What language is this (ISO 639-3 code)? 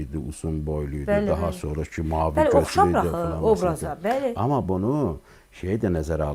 aze